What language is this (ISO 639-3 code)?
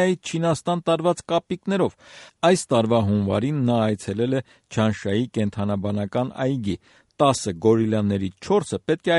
hye